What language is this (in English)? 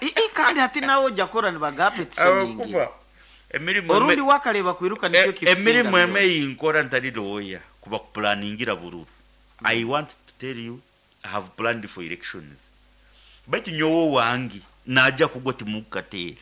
Nyoro